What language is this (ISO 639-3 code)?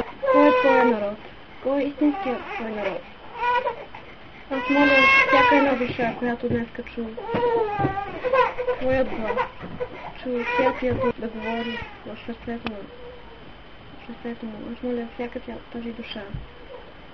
bul